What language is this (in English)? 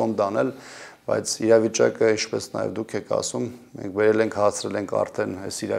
Armenian